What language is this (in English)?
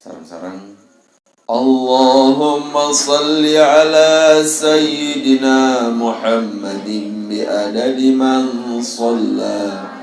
Sasak